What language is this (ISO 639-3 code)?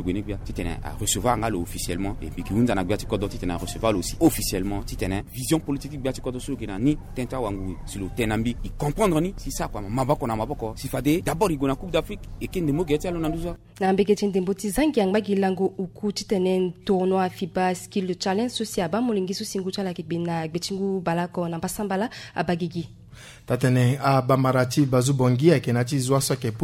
sag